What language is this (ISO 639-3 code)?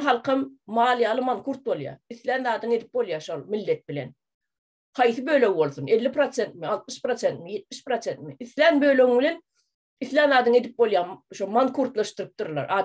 tuk